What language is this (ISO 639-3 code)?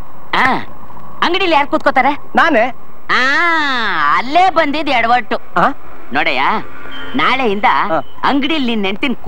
kan